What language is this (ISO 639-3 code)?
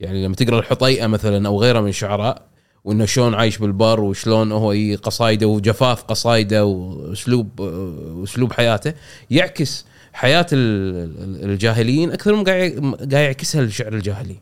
afb